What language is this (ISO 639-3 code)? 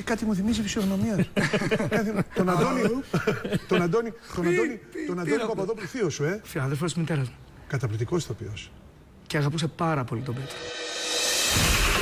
ell